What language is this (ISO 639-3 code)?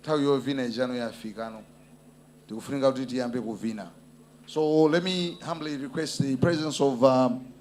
nya